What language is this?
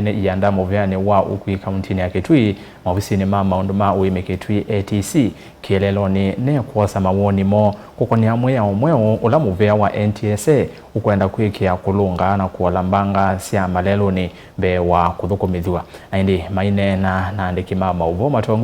Kamba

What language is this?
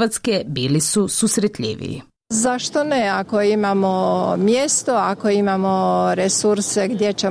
Croatian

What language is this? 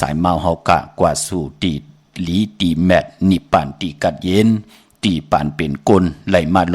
Shan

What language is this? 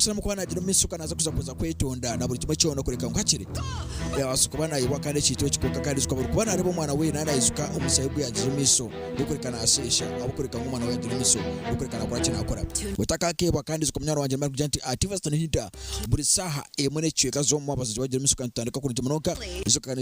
Nyankole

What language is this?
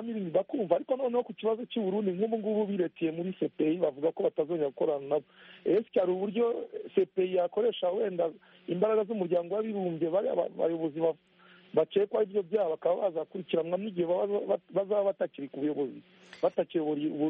Kinyarwanda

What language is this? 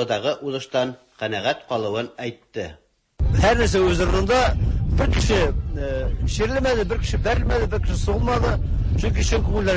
Tatar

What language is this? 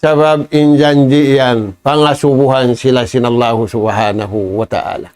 Tausug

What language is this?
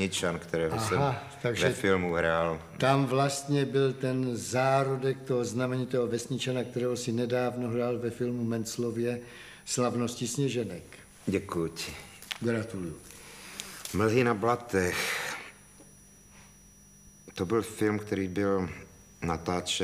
Czech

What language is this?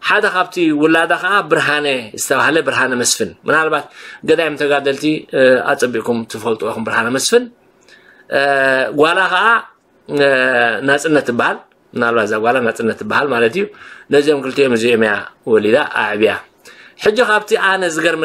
Tigrinya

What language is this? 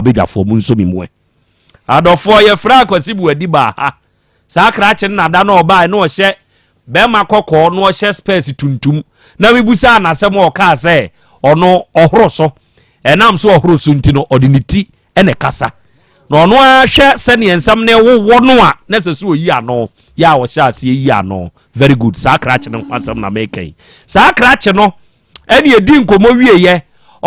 Akan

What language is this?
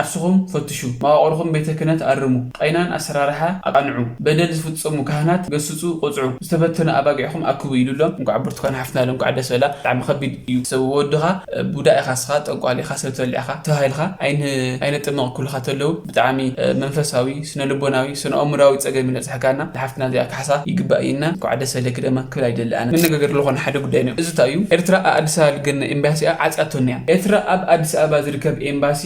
Tigrinya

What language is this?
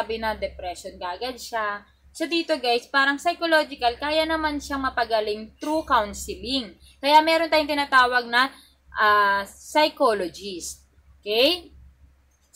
Filipino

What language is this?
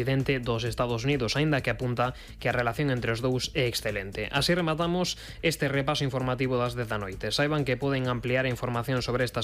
Galician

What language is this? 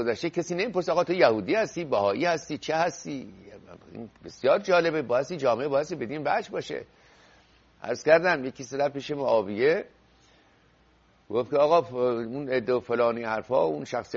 Persian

